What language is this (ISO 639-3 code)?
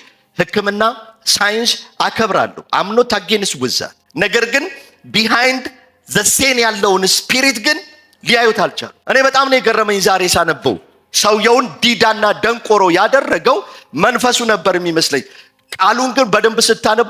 amh